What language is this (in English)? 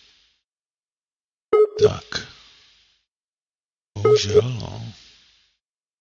Czech